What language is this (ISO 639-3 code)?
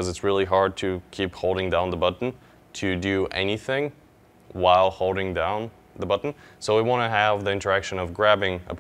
eng